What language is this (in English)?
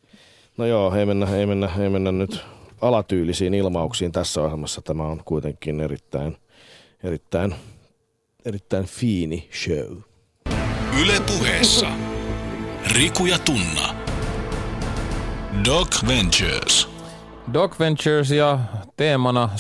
Finnish